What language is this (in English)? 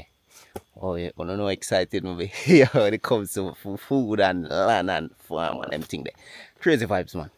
Jamaican Creole English